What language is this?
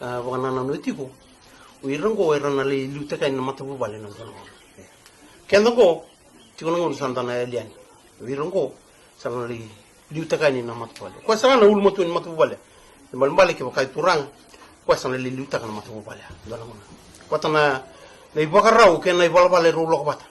Fijian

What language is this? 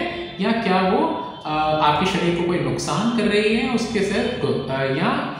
Hindi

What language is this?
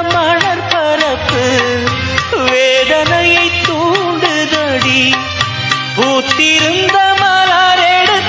Tamil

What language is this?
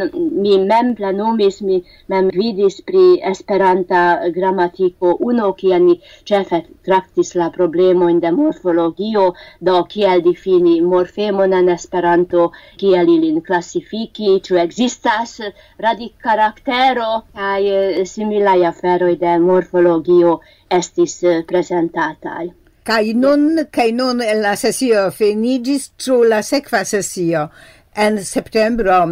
Esperanto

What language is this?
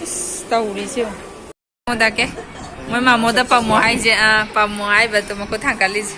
Manipuri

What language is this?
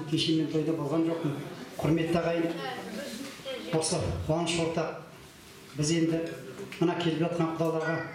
Kazakh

